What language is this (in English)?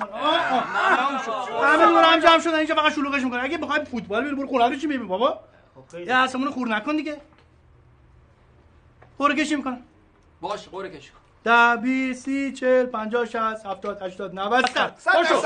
Persian